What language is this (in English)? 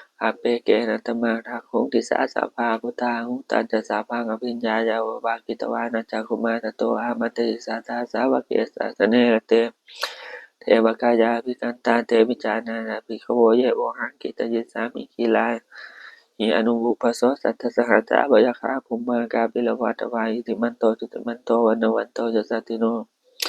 Pali